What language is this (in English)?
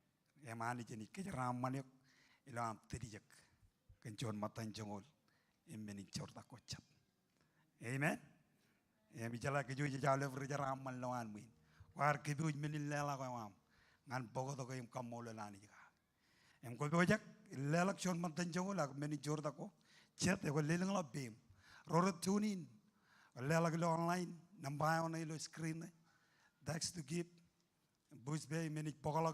Marshallese